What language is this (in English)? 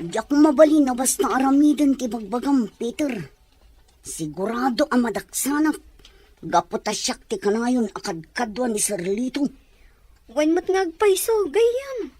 Iloko